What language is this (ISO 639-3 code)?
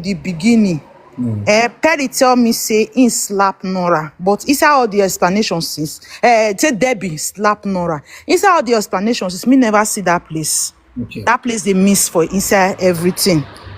pcm